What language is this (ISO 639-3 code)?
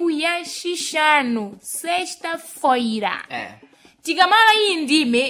seh